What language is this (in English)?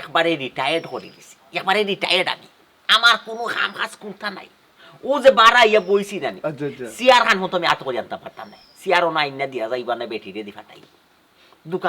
Sylheti